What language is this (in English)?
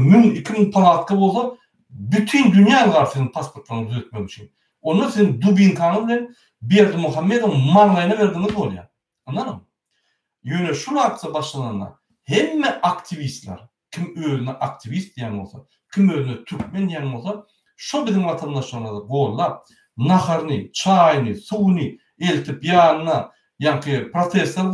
Turkmen